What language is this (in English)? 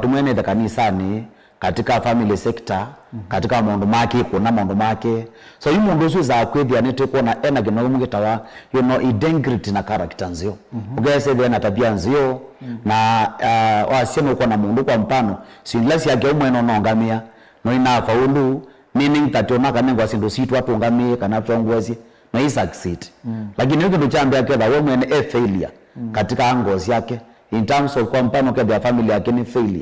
Kamba